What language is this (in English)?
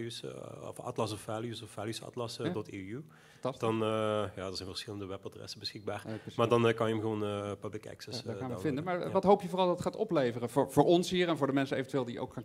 Dutch